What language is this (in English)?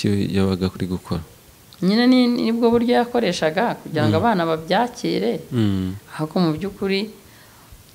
Kinyarwanda